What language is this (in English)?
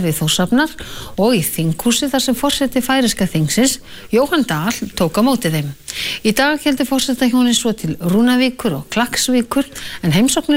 Icelandic